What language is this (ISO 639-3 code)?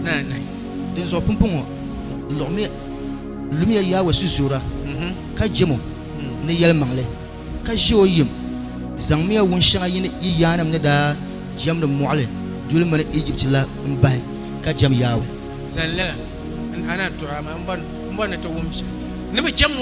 dag